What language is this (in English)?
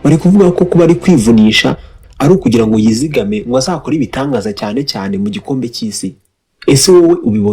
Kinyarwanda